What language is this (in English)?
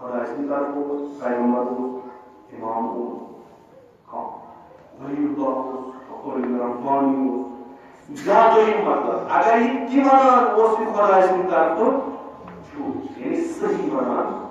Kashmiri